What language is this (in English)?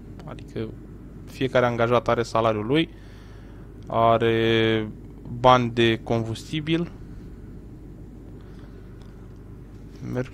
Romanian